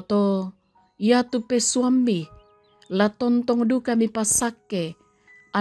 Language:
Toraja-Sa'dan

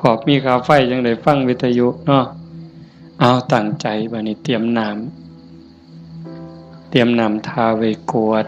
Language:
Northeastern Thai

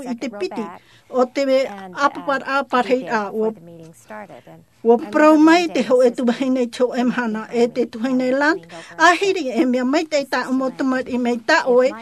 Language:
Tahitian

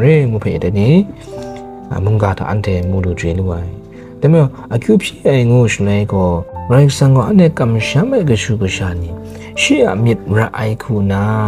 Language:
Kachin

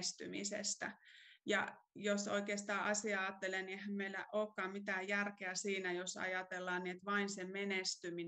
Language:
Finnish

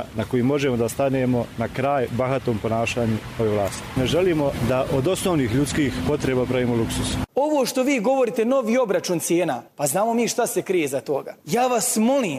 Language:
Croatian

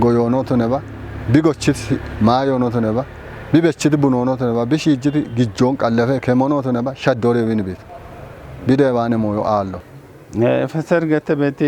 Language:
Kafa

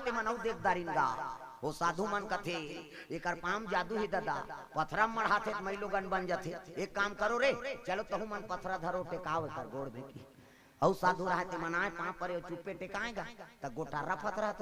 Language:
Chhattisgarhi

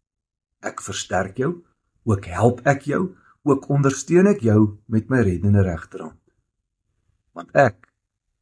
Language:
Afrikaans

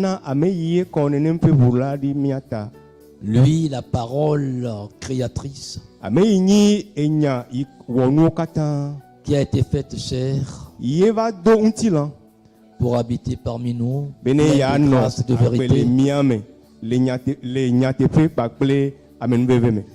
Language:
Ewe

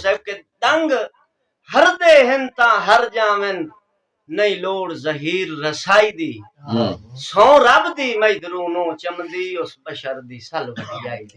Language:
Saraiki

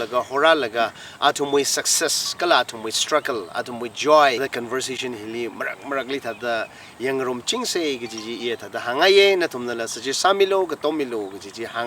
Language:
Tangkhul Naga (India)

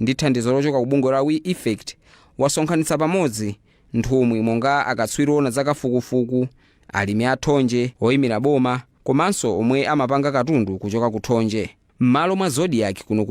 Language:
Nyanja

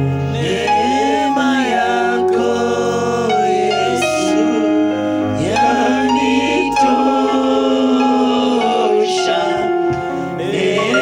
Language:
Swahili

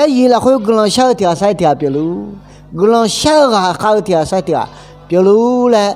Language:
Akha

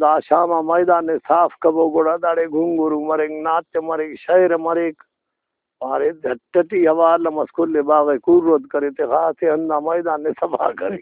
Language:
Brahui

